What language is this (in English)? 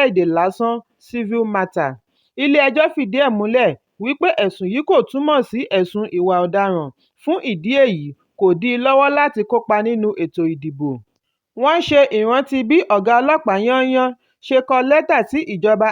Yoruba